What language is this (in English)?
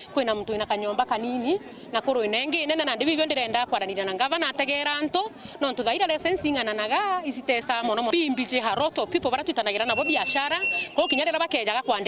Meru